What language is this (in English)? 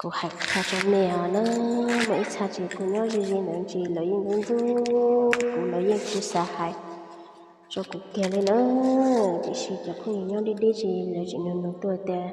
Hmong